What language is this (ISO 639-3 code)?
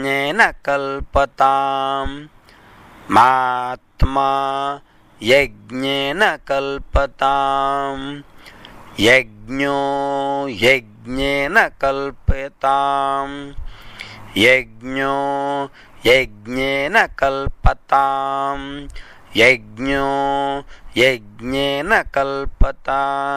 san